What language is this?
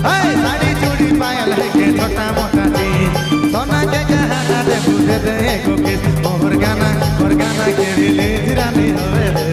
Sadri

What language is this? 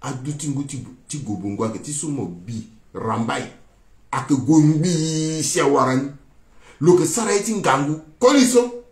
Sango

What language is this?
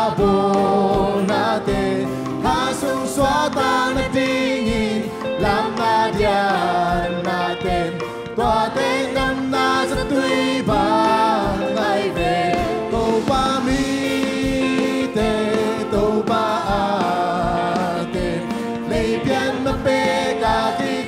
Tedim Chin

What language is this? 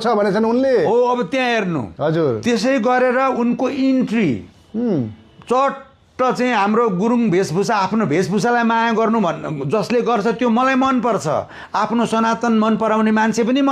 Nepali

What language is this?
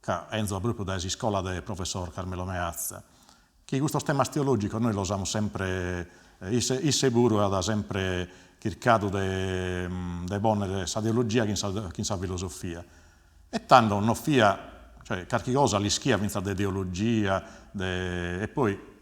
Sardinian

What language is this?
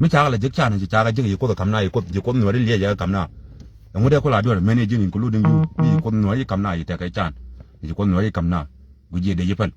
Nuer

